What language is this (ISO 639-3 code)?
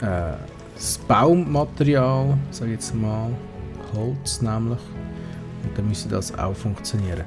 gsw